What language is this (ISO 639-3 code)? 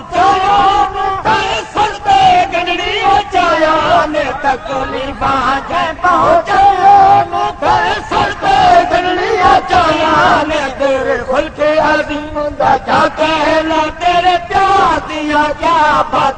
skr